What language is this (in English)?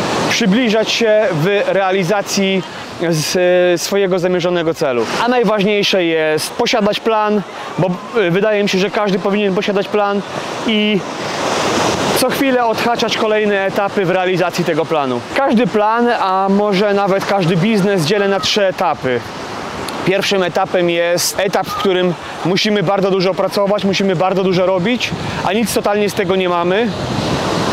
Polish